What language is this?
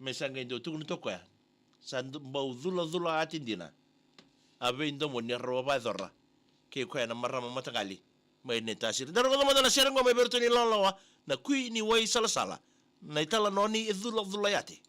Fijian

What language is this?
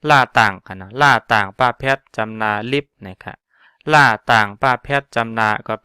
Shan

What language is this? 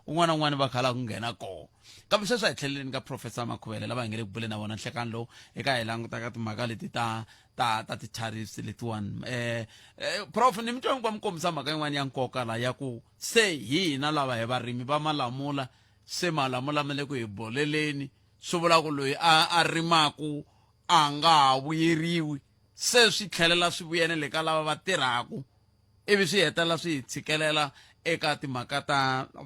Tsonga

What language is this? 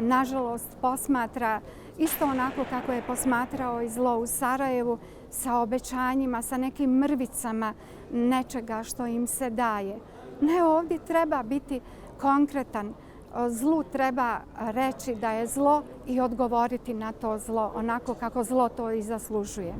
Bosnian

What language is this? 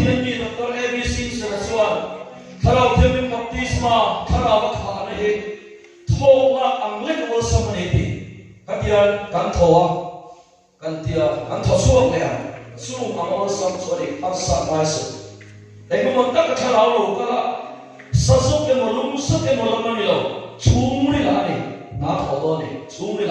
Mizo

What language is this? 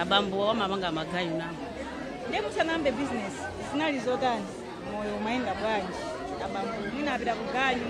Nyanja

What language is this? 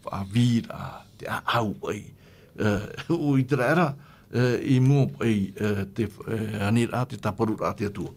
Tahitian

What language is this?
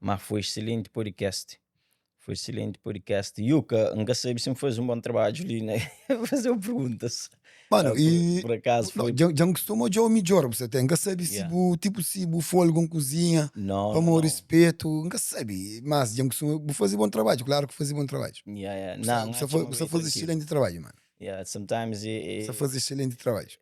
Kabuverdianu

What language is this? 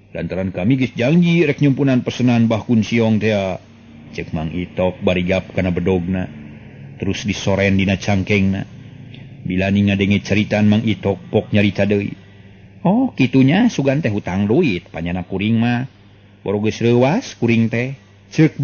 Sundanese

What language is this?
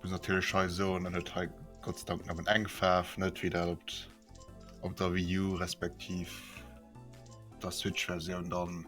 Luxembourgish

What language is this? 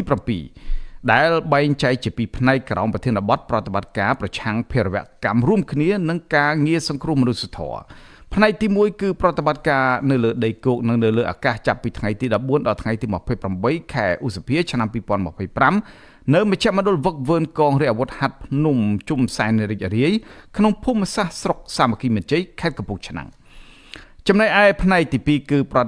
Khmer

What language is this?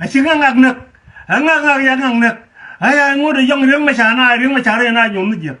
Nuer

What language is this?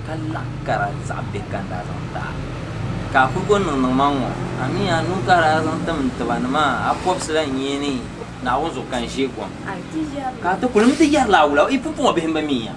Dagbani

